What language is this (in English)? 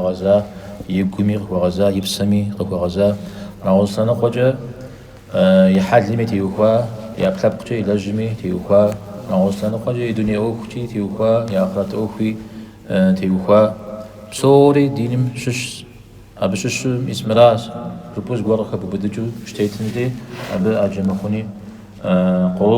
Kabardian